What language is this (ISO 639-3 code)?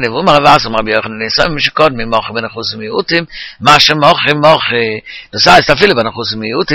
yid